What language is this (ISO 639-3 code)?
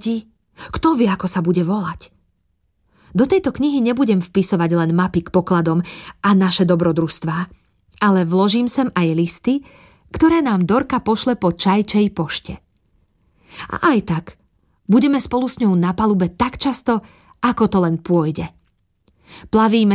slk